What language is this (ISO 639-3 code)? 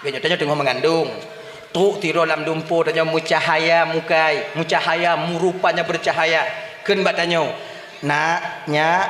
ace